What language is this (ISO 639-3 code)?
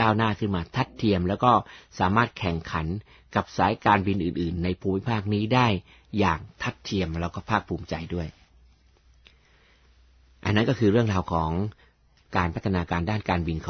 tha